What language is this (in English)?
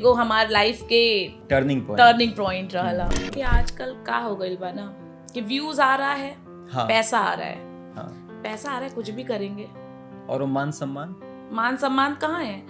Bhojpuri